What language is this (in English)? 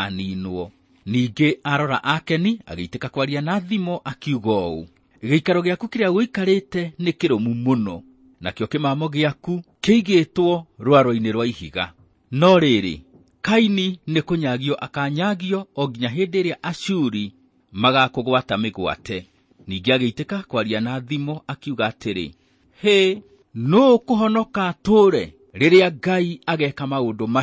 Kikuyu